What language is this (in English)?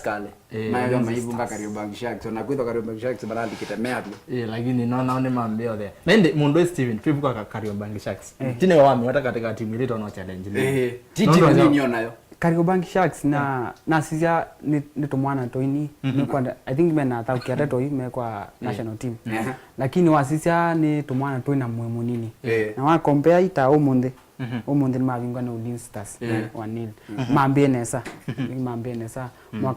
Kamba